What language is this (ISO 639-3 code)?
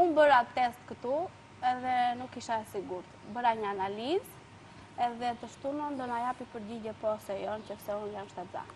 sqi